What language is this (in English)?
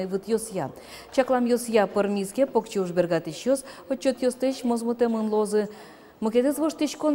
Udmurt